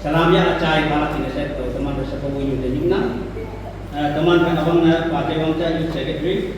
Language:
Naga Pidgin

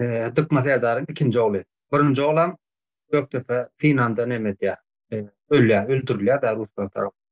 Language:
Turkmen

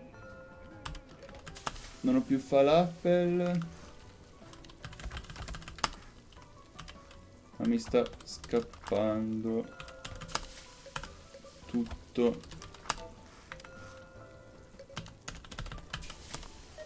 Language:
Italian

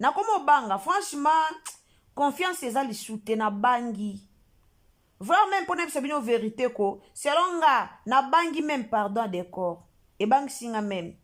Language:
Lingala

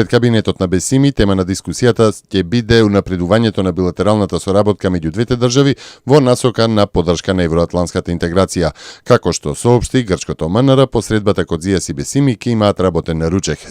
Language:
Macedonian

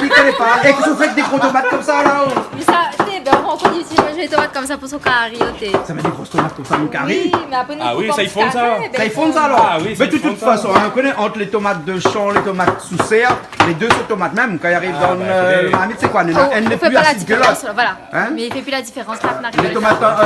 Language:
Réunion Creole French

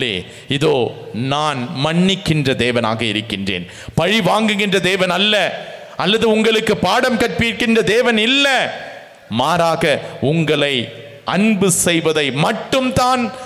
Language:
Tamil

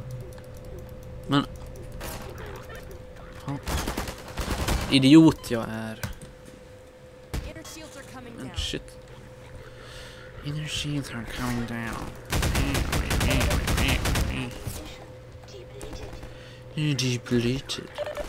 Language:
Swedish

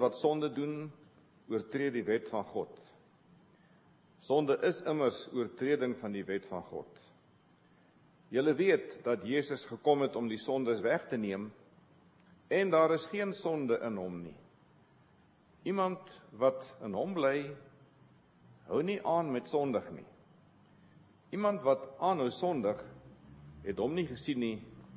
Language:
Afrikaans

